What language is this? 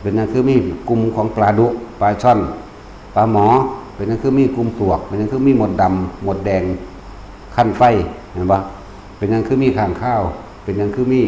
Northeastern Thai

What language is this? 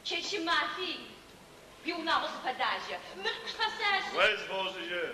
Adyghe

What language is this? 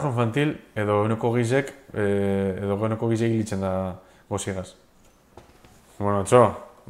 Basque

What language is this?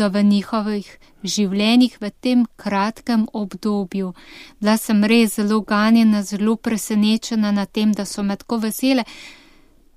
Slovenian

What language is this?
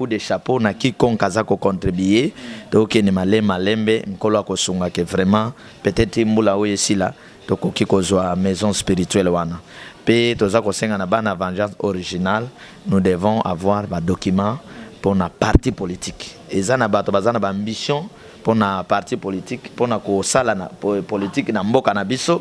Lingala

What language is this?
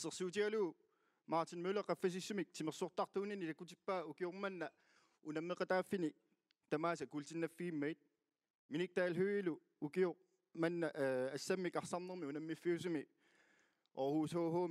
Kalaallisut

